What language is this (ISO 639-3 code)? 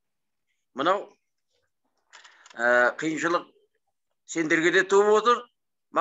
kaz